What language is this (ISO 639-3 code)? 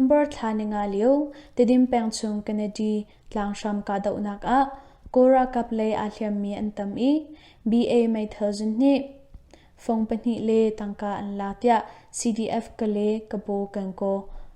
cnh